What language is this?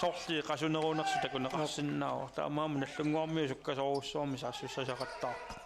Kalaallisut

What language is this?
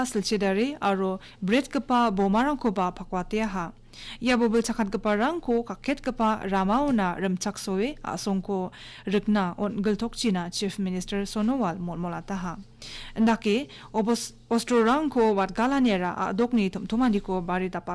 Garo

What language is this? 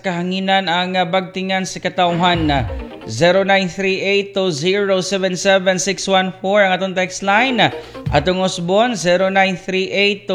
Cebuano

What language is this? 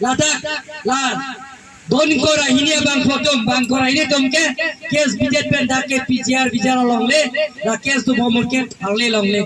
Karbi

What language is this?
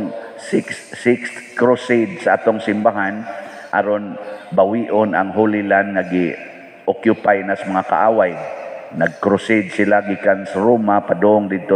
Cebuano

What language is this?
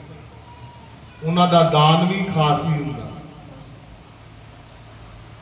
Punjabi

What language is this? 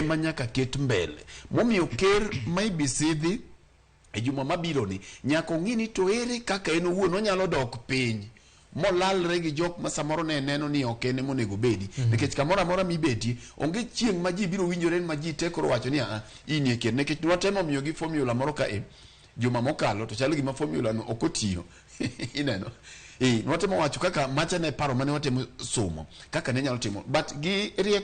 Luo (Kenya and Tanzania)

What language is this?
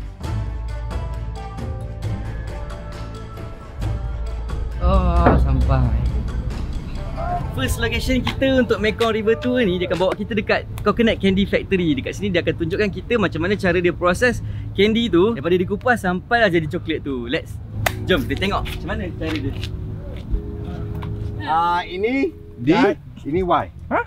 Malay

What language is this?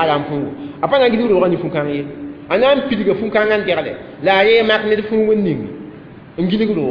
Mossi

